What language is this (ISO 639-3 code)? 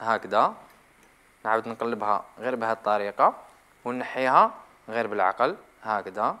arq